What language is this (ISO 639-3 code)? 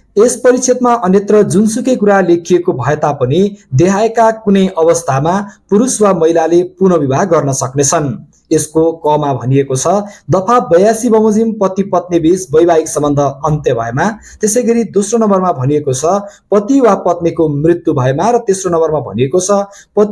nep